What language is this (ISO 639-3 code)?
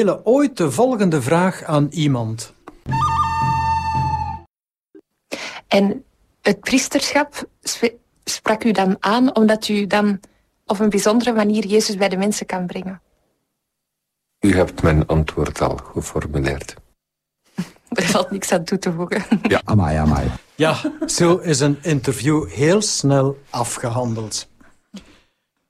nld